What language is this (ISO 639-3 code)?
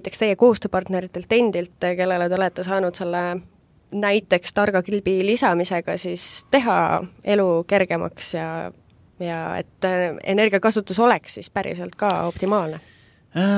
est